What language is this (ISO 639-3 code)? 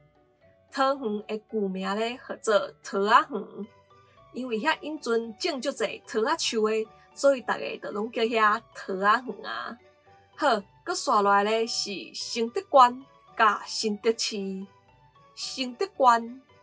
nan